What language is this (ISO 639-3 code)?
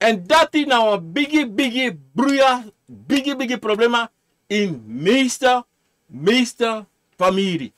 srn